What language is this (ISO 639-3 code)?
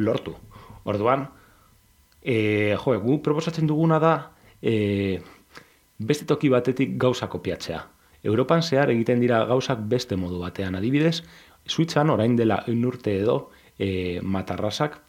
eus